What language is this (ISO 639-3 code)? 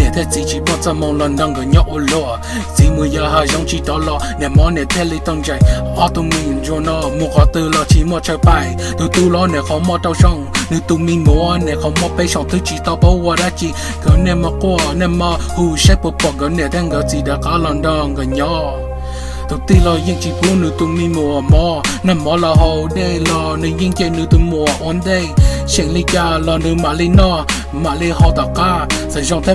hmn